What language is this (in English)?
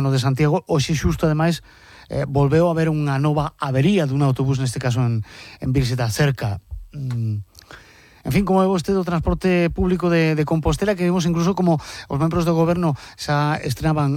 Galician